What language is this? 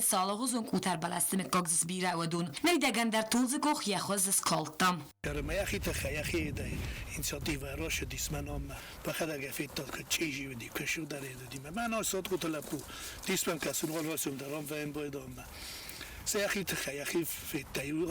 Ossetic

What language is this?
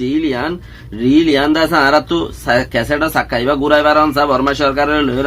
Rohingya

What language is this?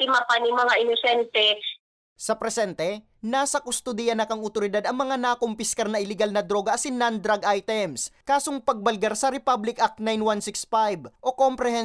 Bikol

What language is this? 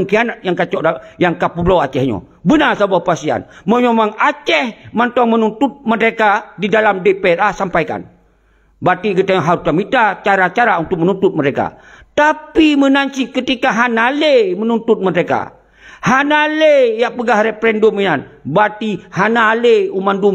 Achinese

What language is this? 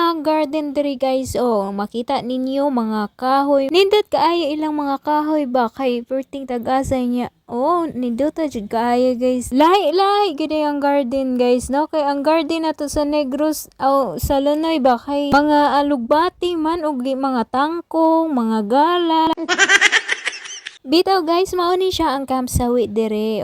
Cebuano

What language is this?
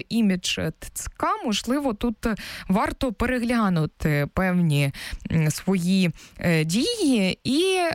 Ukrainian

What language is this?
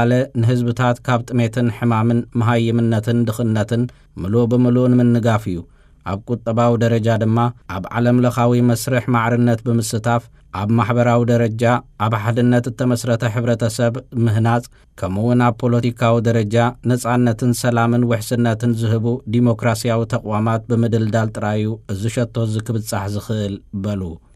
Tigrinya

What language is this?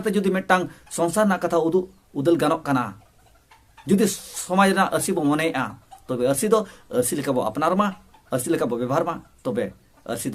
Santali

